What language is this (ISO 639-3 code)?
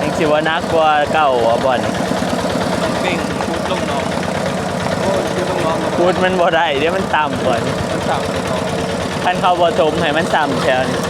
tts